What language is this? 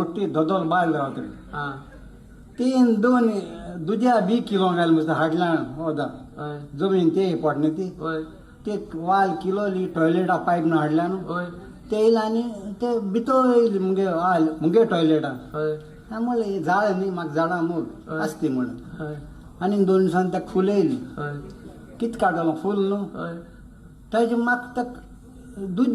Konkani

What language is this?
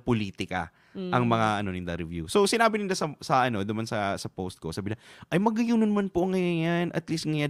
Bikol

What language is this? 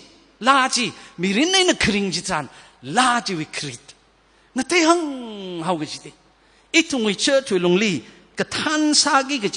Tangkhul Naga (India)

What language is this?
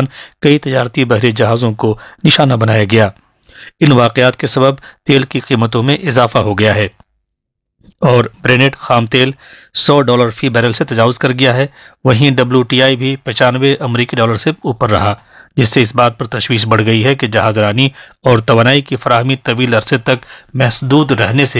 Urdu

